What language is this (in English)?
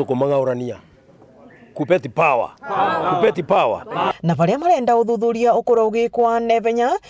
Meru